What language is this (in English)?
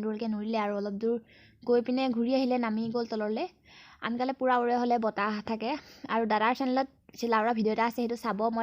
Assamese